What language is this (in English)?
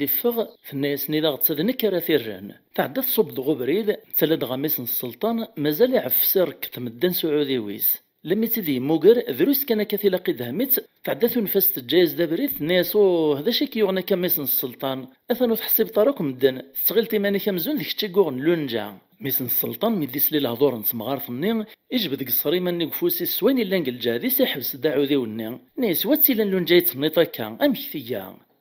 Kabyle